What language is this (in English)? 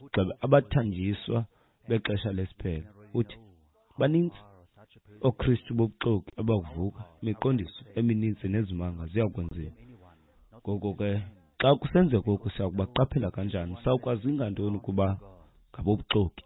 Xhosa